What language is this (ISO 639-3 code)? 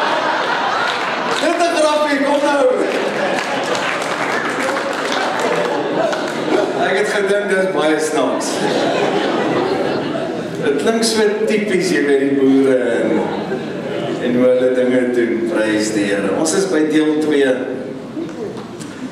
afr